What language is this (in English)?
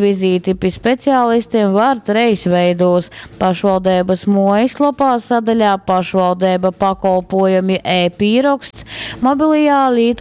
Latgalian